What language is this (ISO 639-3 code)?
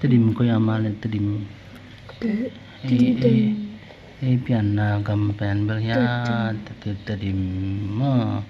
ctd